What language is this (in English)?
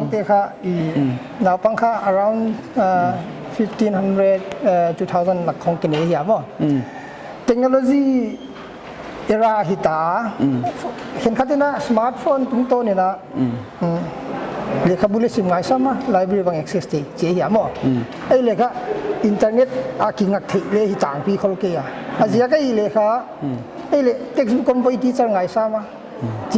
Paite Chin